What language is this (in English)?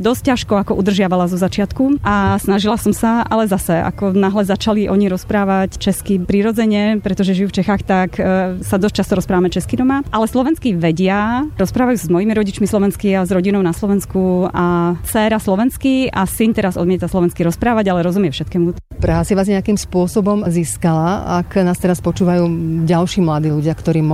Slovak